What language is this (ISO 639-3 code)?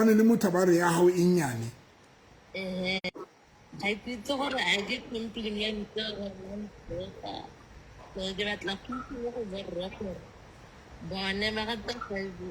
sot